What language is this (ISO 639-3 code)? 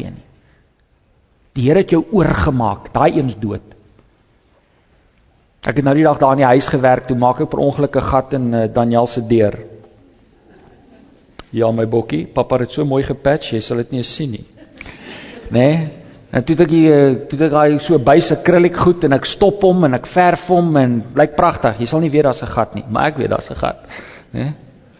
afr